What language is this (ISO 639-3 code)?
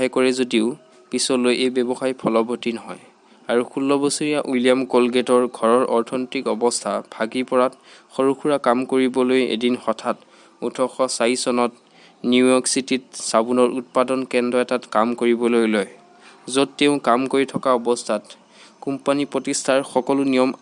asm